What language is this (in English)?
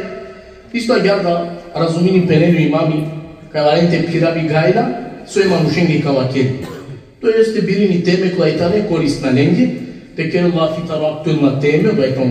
Balkan Romani